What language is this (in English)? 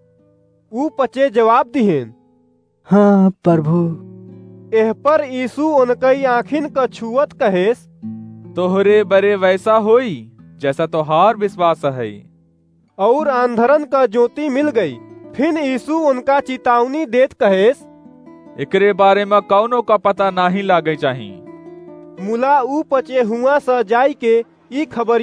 Awadhi